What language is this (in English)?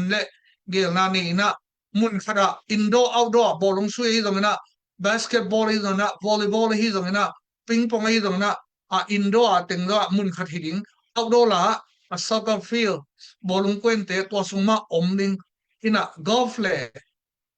Tedim Chin